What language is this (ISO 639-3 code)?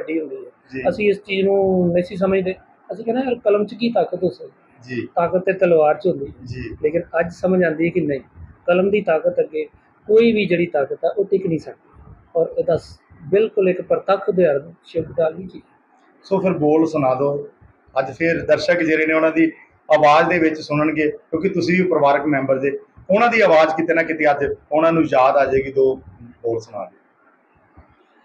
pan